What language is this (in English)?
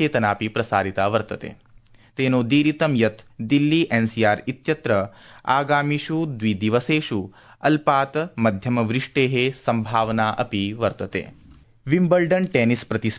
Sanskrit